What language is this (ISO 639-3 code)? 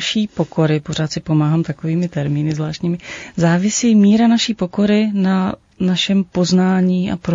ces